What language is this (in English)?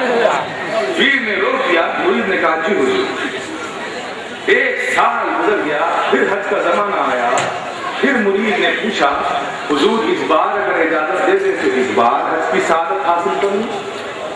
Urdu